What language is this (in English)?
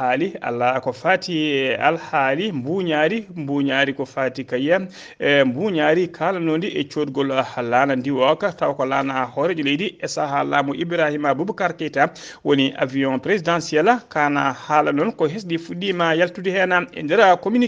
Fula